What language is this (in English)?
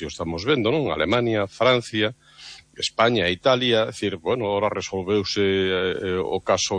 Galician